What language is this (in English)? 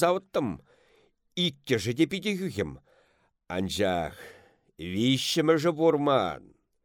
Chuvash